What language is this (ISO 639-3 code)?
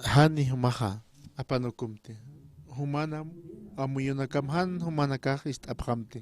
aym